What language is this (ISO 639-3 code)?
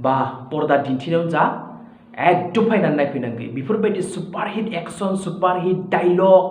brx